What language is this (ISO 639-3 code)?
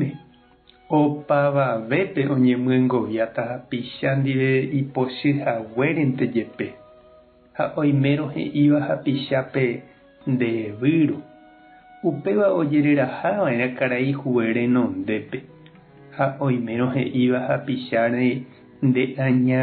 grn